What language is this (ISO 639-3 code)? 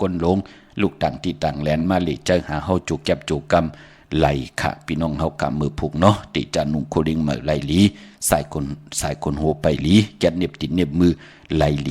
shn